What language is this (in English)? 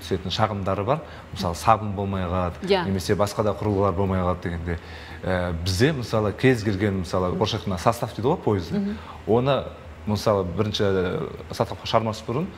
Kazakh